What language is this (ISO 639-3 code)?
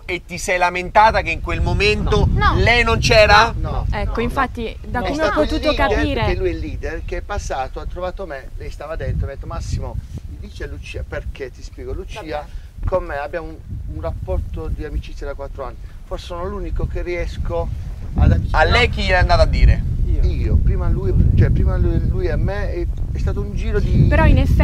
ita